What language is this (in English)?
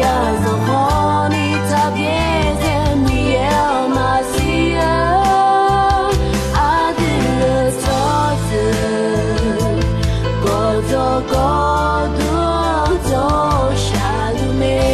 Akha